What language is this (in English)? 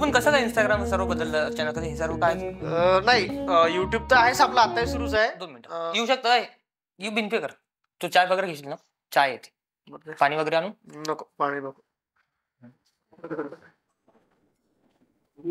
Marathi